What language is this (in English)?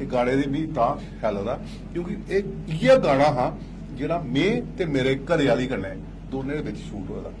Dogri